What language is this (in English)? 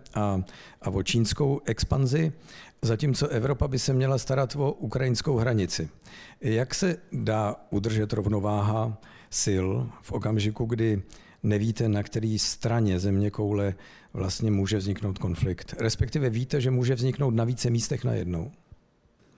Czech